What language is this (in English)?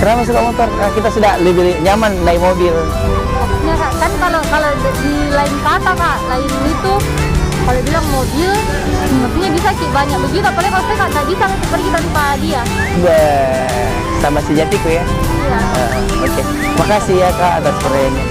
Makassar Malay